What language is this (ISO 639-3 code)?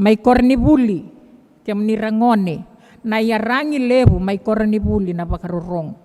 fij